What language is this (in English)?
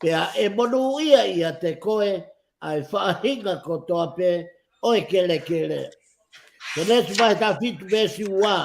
Tongan